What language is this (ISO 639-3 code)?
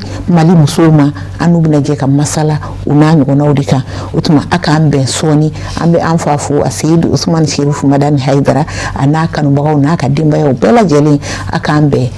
bam